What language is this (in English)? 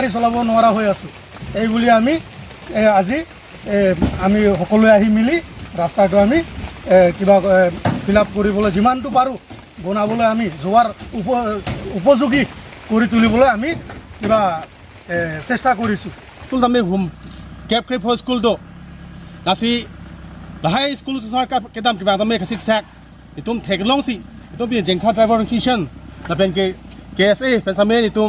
Karbi